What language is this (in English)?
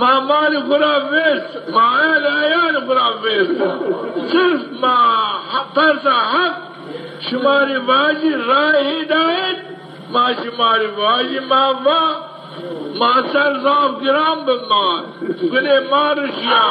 Zaza